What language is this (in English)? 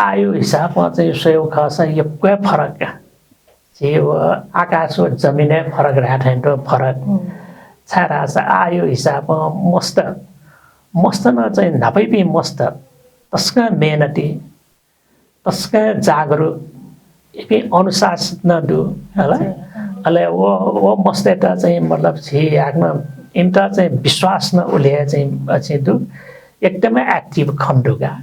Newari